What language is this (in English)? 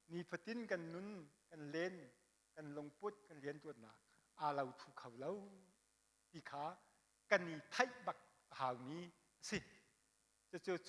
Hakha Chin